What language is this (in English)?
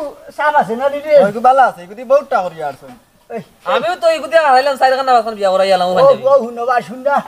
Sylheti